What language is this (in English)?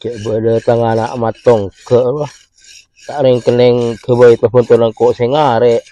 Madurese